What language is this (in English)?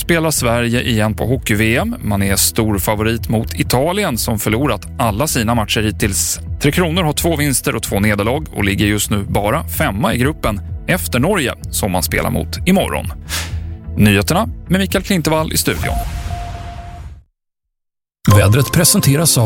Swedish